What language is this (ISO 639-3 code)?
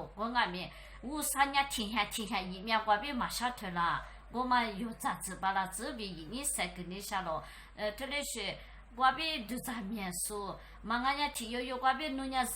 lis